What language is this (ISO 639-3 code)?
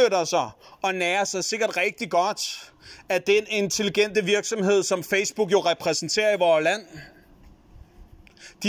dan